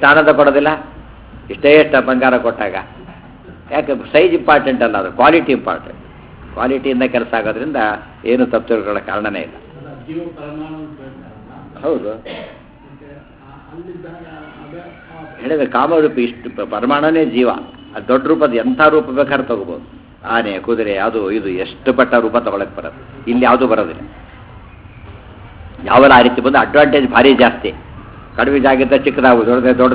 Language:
Kannada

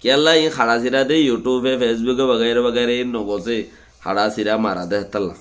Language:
Rohingya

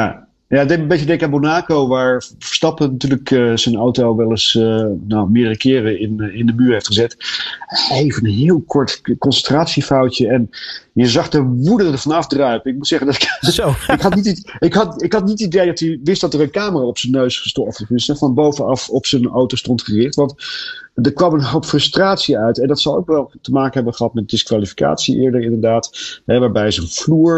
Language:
Dutch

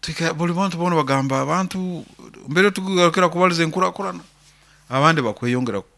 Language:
Nyoro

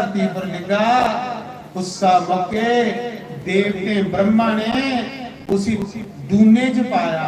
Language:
Dogri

